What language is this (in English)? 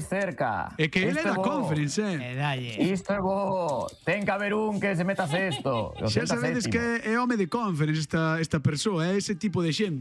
Galician